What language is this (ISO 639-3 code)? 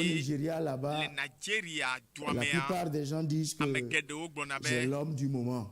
ewe